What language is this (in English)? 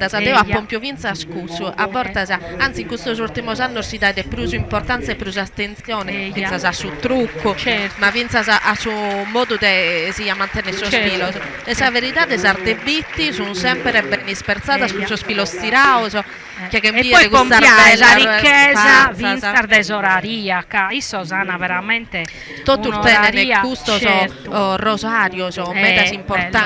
Sardinian